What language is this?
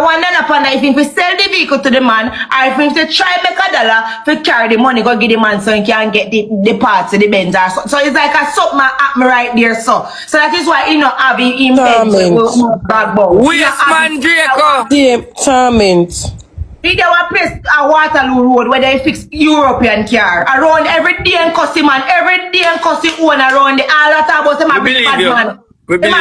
Jamaican Creole English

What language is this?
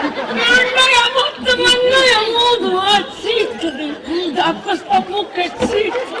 Sicilian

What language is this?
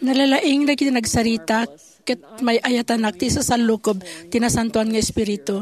Iloko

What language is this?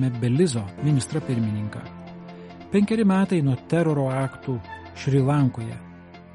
Lithuanian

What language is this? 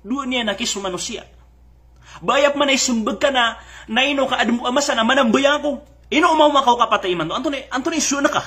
Maranao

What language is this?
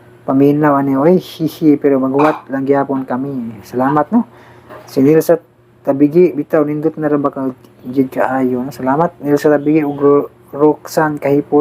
Cebuano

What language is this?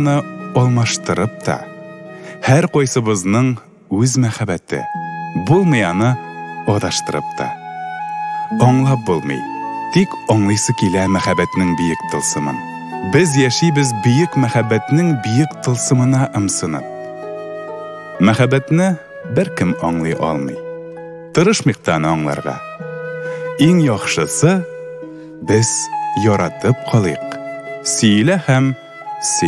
Tatar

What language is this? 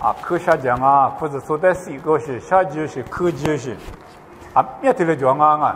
Lisu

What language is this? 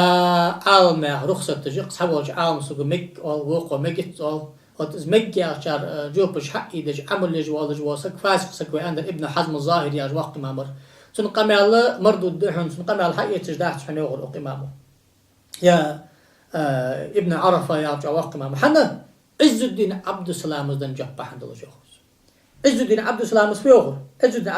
Ingush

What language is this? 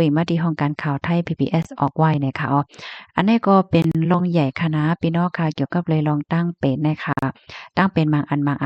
Shan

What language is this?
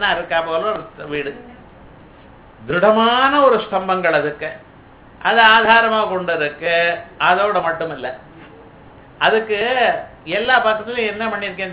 Tamil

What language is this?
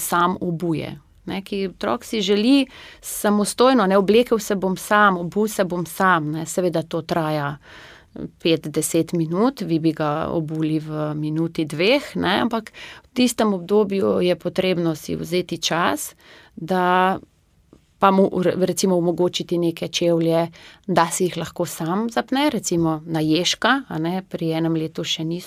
Slovenian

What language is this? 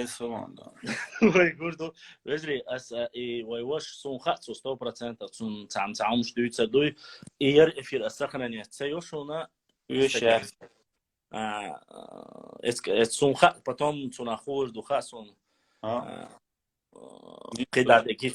Chechen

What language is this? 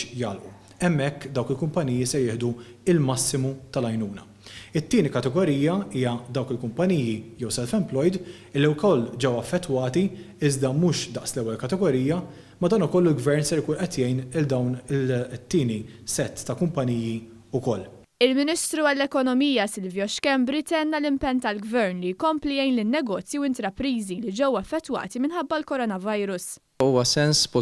Maltese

